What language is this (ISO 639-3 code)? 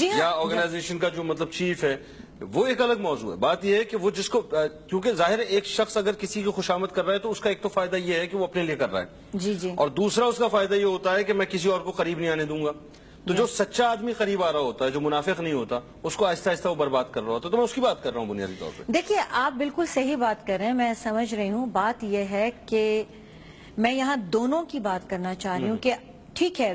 urd